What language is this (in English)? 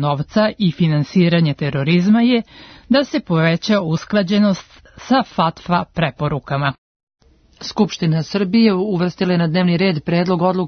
Serbian